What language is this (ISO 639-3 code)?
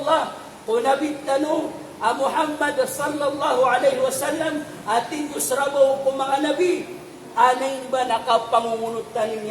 mrw